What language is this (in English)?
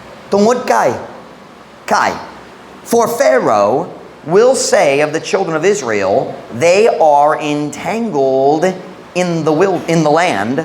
Cebuano